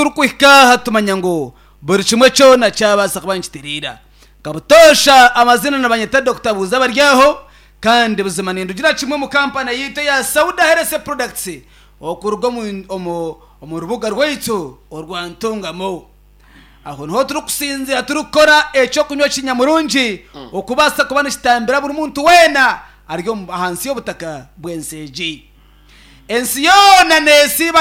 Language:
Nyankole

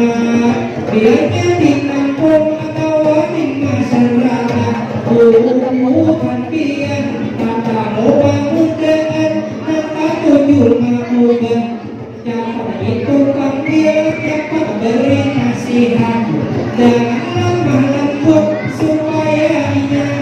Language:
Banjar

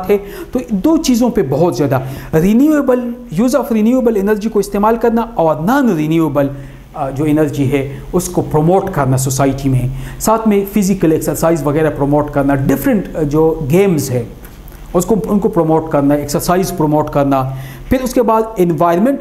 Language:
Urdu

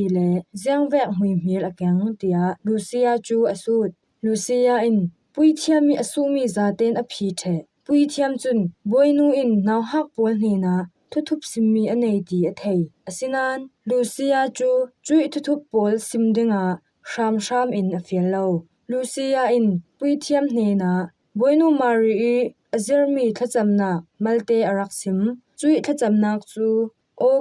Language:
Falam Chin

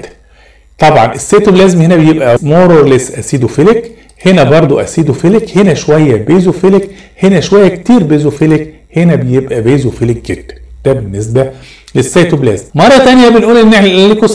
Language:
Egyptian Arabic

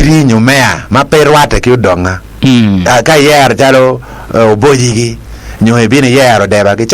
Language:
Acoli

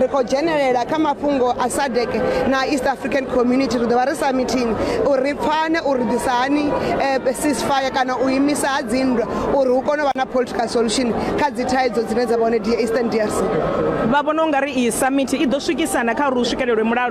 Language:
Venda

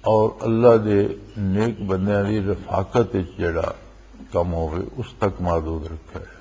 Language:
Western Panjabi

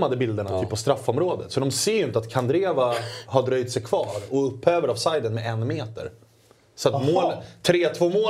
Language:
Swedish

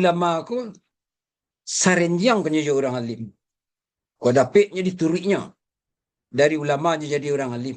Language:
Minangkabau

